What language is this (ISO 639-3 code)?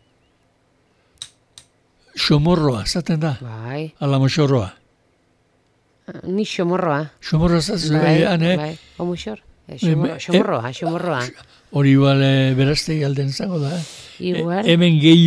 eus